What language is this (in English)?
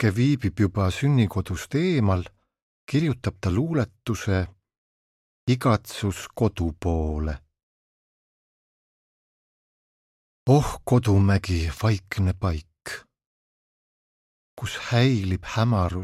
Estonian